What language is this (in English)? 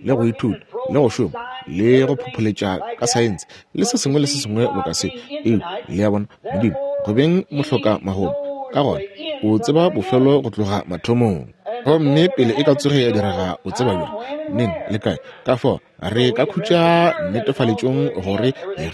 Northern Sotho